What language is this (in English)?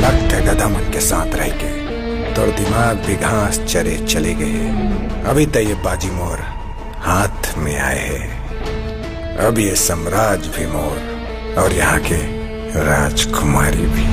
Chhattisgarhi